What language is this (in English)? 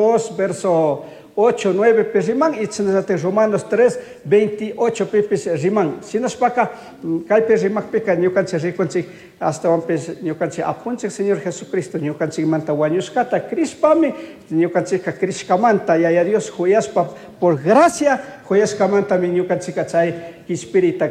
Chimborazo Highland Quichua